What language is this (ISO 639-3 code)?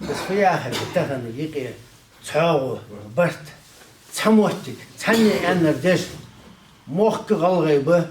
inh